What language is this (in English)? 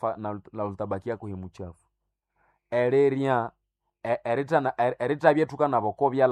Swahili